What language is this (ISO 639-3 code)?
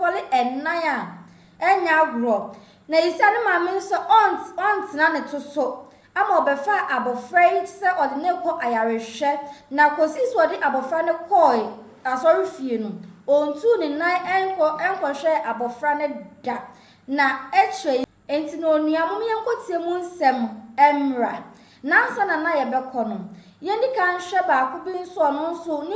aka